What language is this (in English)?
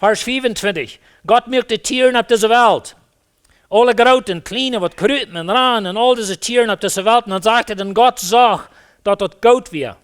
Plautdietsch